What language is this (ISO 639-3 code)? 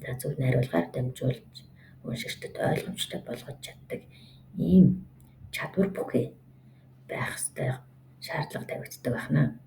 mon